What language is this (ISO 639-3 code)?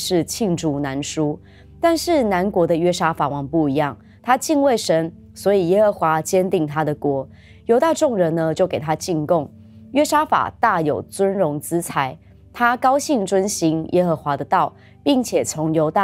zho